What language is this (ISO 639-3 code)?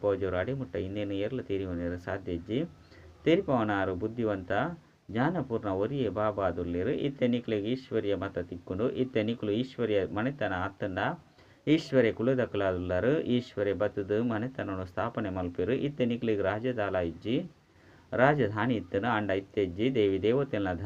tcy